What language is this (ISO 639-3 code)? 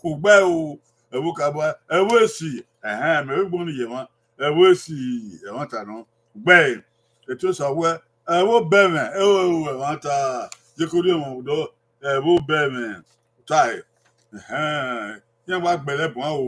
bin